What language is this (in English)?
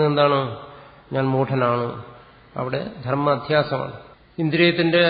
Malayalam